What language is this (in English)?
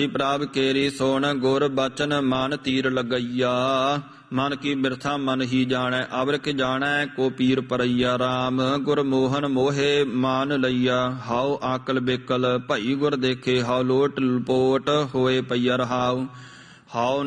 Punjabi